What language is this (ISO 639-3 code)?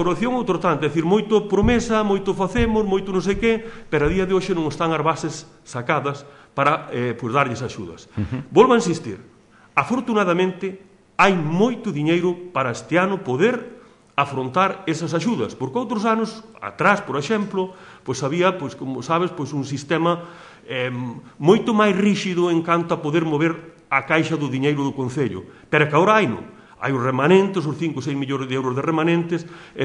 glg